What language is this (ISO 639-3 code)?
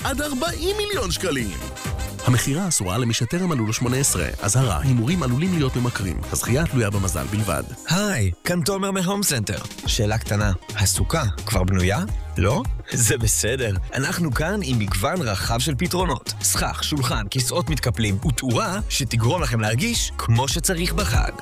heb